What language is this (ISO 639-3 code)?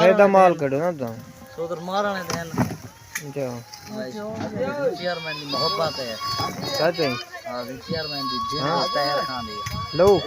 skr